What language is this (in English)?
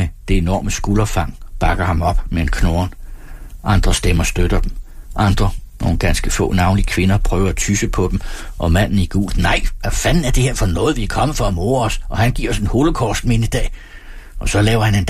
Danish